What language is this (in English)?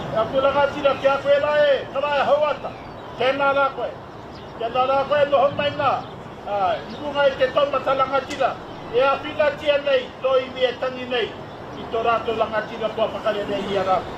Māori